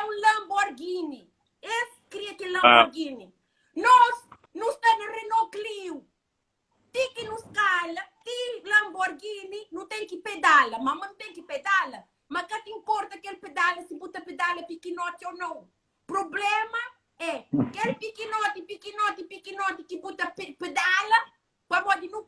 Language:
Kabuverdianu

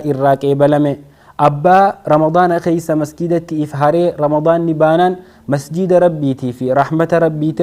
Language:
Oromo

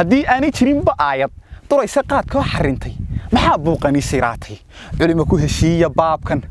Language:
Somali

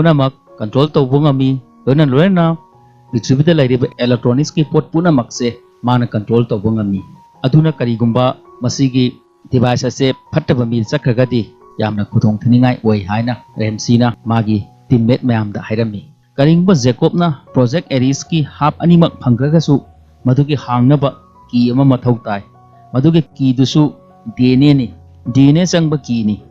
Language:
Manipuri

